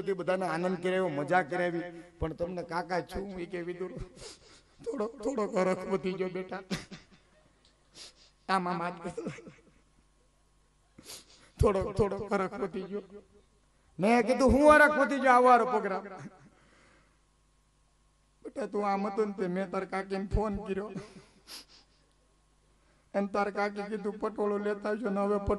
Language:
Gujarati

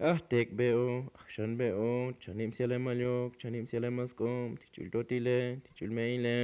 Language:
Tzotzil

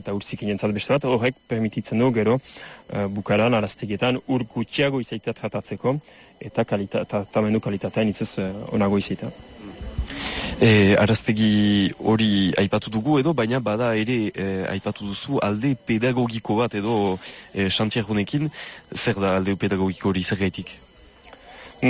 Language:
Basque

